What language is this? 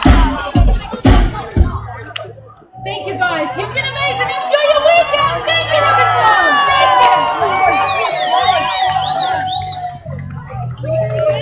English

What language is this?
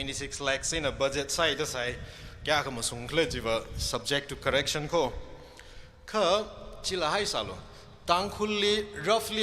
Tangkhul Naga (India)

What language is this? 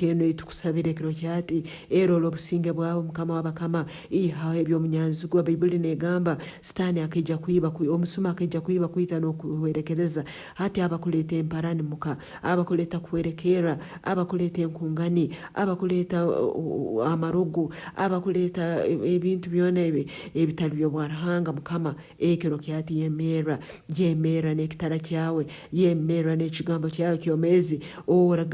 Nyankole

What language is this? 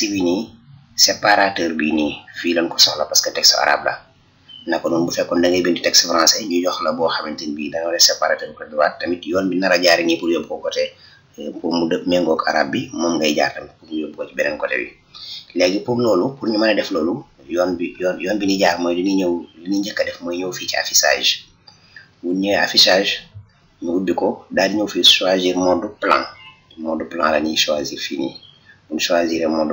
Wolof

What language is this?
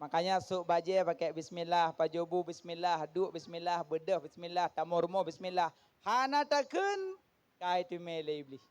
Achinese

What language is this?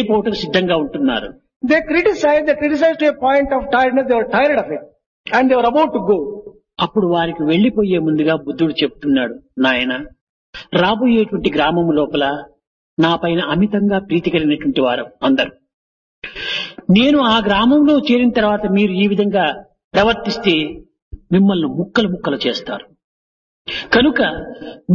Telugu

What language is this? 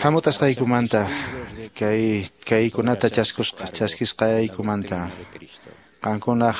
Quechua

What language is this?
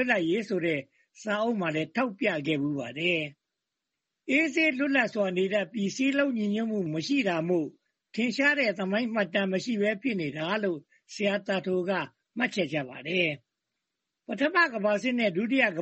Burmese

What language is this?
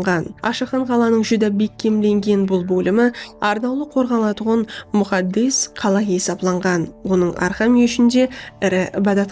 Kara-Kalpak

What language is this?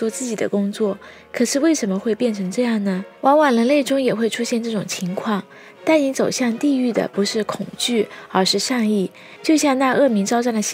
Chinese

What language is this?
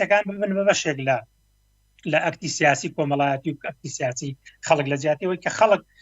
Central Kurdish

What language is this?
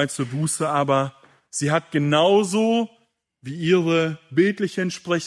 German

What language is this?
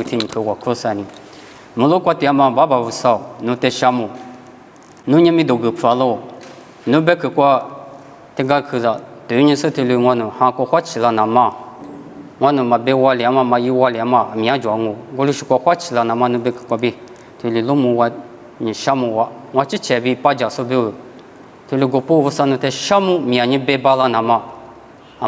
Lisu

